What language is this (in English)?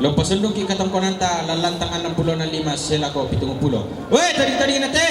Toraja-Sa'dan